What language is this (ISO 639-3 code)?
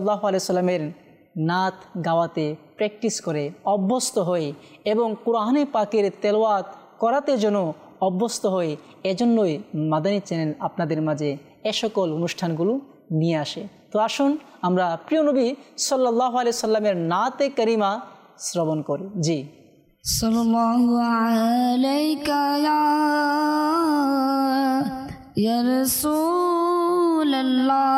ben